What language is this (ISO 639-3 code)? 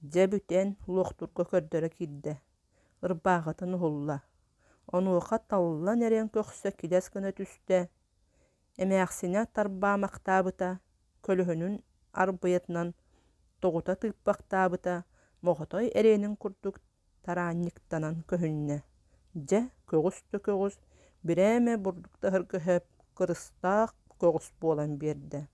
sah